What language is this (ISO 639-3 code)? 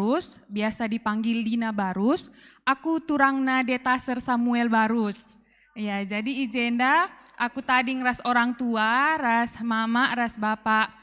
btx